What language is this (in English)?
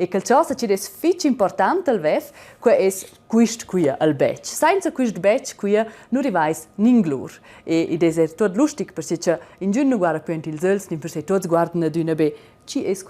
Romansh